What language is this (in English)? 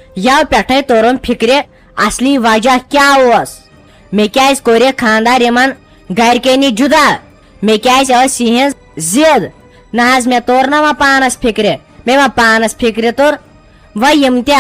Kashmiri